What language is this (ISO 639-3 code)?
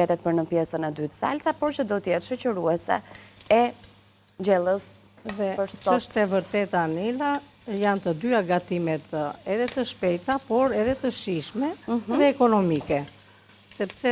sqi